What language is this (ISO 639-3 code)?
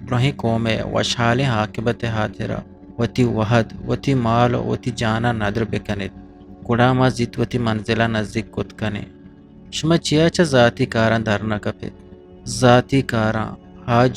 bgp